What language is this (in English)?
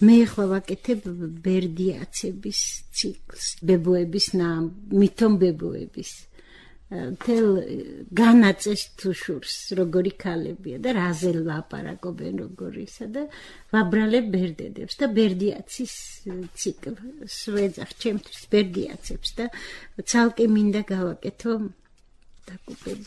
Georgian